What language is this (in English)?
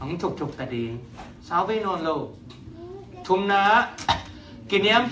Tedim Chin